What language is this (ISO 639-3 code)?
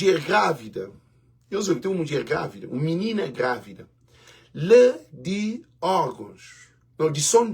kea